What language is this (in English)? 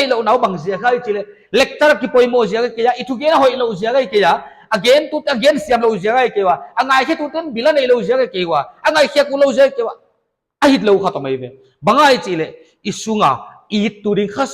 Paite Chin